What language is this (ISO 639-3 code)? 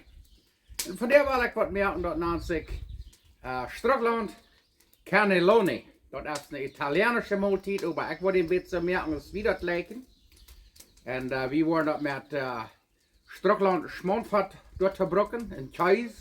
pdt